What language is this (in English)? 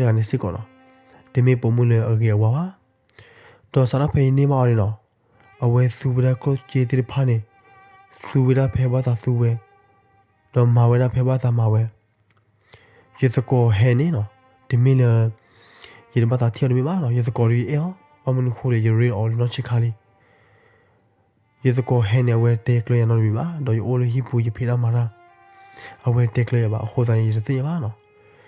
S'gaw Karen